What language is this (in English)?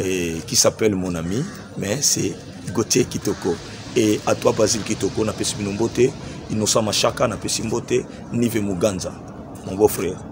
Lingala